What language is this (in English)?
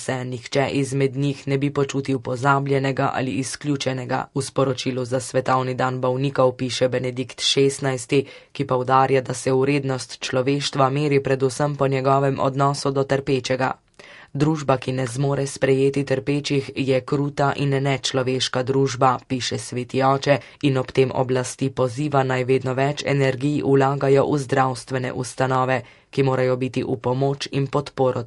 Slovenian